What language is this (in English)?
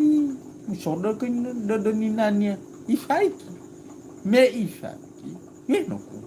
Nias